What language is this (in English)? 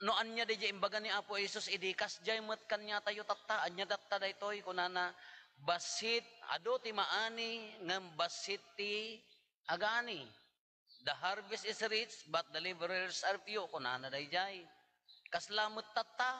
Iloko